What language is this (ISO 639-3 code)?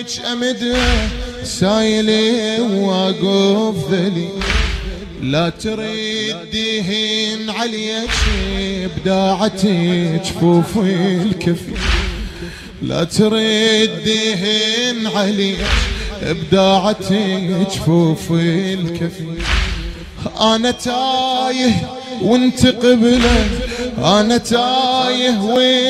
acm